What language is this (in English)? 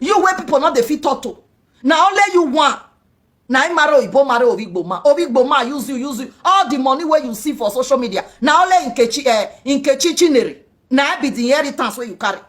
Nigerian Pidgin